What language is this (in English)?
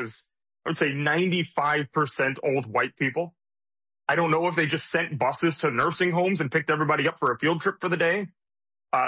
English